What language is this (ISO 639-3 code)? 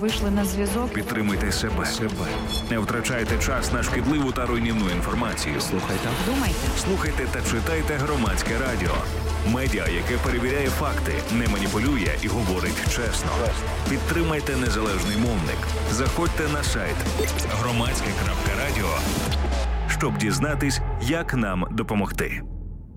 ukr